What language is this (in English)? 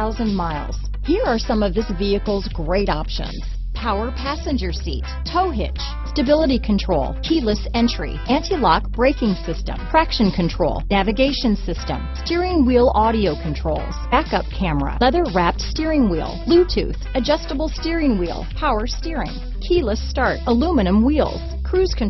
English